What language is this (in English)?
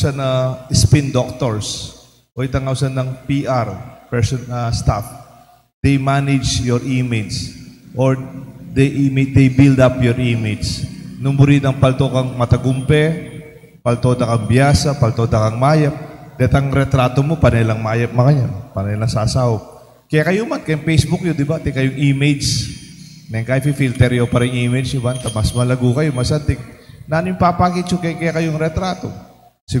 Pampanga